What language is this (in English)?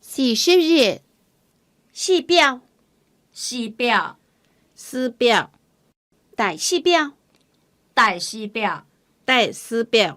Hakka Chinese